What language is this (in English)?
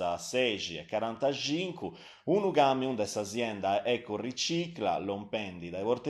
Sardinian